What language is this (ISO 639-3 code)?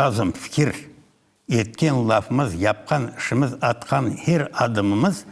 crh